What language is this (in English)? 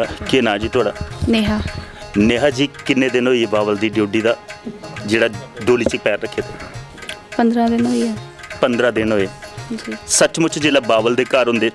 Dogri